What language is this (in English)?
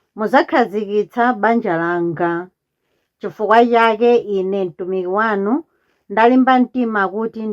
Nyanja